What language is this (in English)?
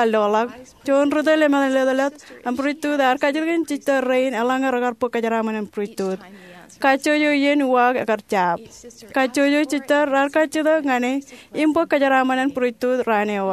Marshallese